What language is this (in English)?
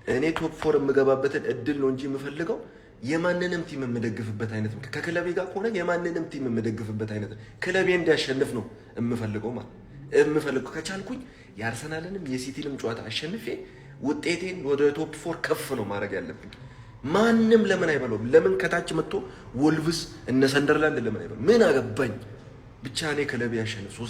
Amharic